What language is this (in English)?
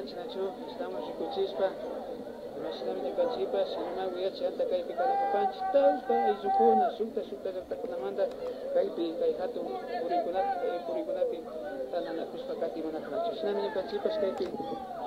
Imbabura Highland Quichua